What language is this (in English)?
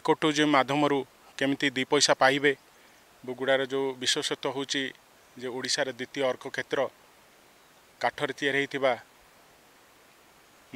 Odia